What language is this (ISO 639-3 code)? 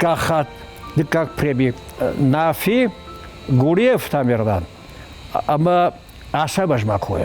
oss